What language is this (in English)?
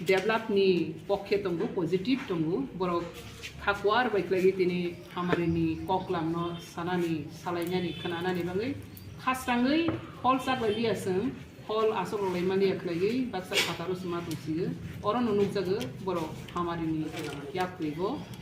Riang (India)